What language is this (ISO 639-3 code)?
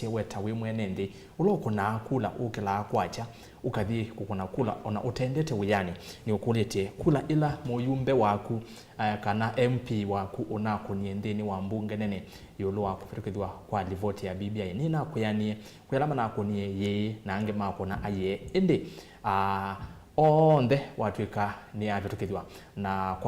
kam